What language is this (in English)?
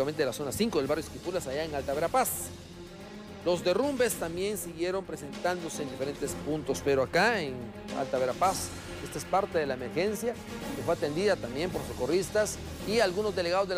Spanish